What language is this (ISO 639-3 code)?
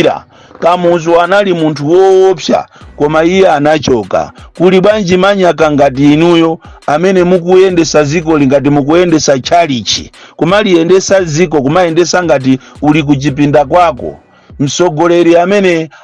nya